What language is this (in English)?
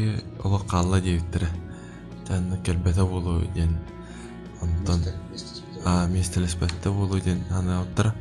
Yakut